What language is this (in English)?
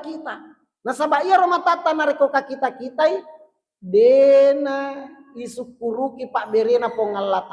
Buginese